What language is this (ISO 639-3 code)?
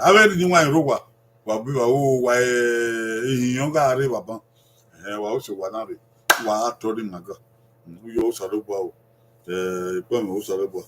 bin